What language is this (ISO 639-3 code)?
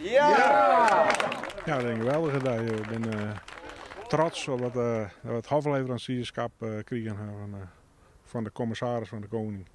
fry